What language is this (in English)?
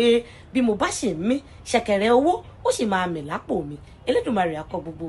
Yoruba